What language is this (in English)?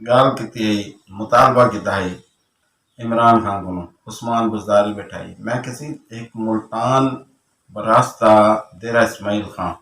Saraiki